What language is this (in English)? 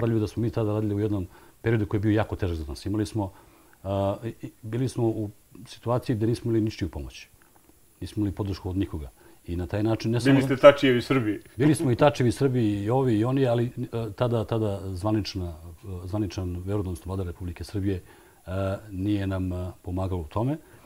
Serbian